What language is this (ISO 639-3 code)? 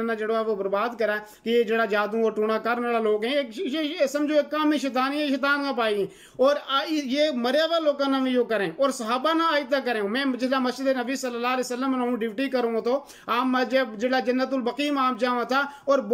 gju